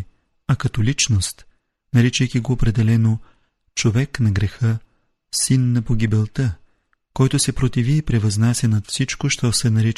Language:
Bulgarian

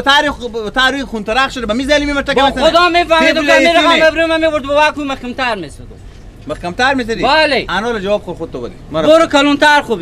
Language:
Persian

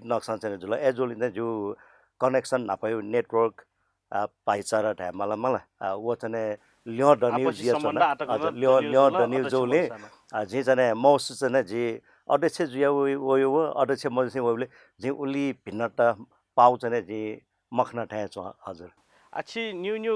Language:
Newari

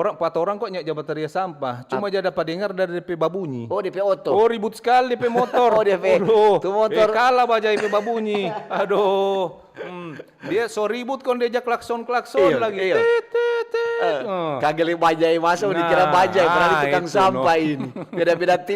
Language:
Manado Malay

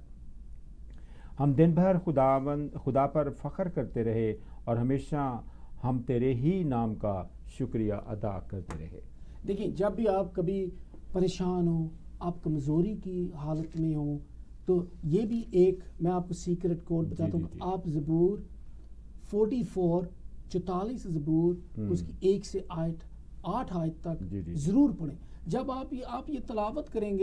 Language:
Urdu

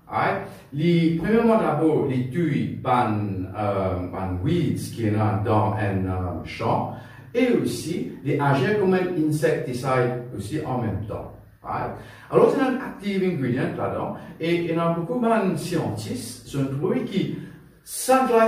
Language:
Morisyen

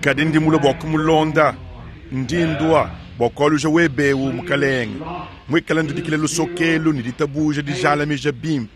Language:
Luba-Lulua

